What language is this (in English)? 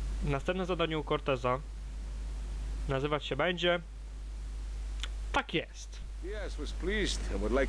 Polish